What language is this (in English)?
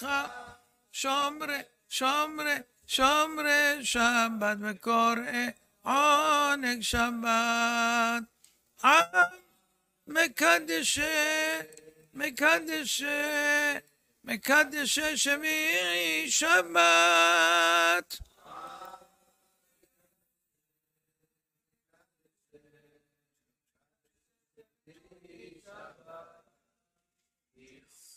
Hebrew